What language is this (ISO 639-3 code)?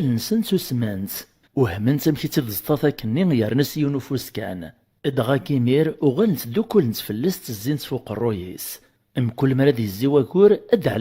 kab